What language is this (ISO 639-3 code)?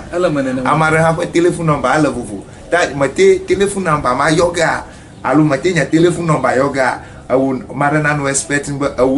ewe